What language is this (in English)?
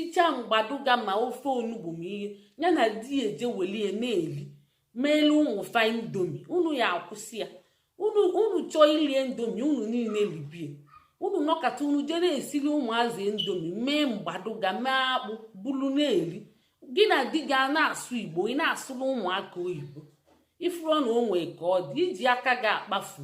Igbo